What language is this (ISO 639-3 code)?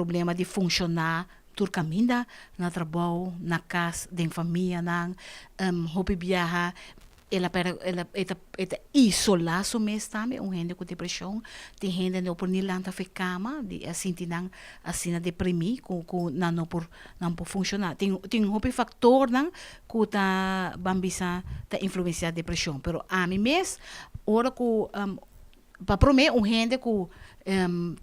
pap